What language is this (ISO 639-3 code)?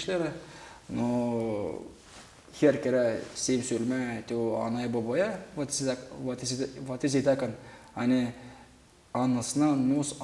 gag